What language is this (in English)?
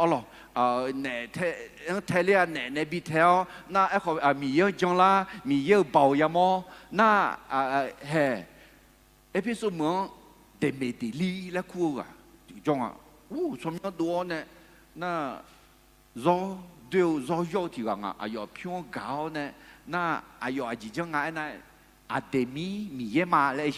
Akha